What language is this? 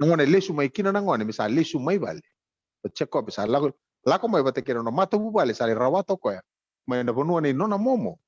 Fijian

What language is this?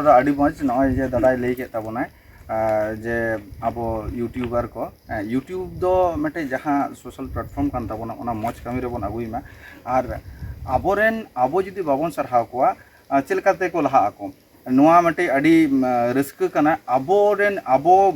Santali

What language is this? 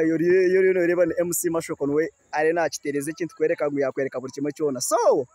Nyankole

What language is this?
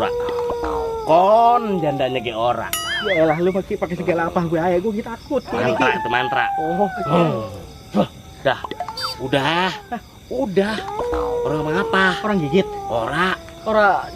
Betawi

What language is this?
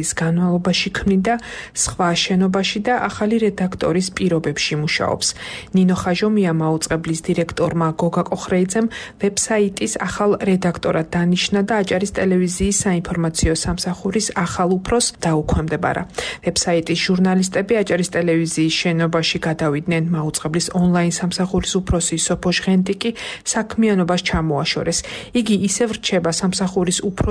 Georgian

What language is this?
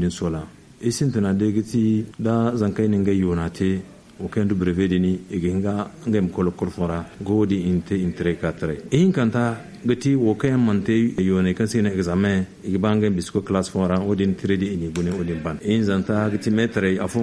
Zarma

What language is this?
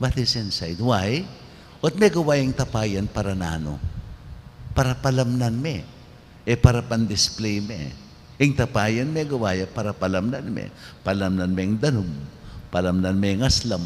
Pampanga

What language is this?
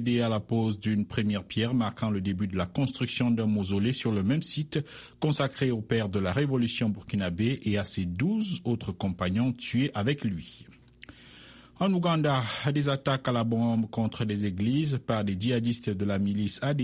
French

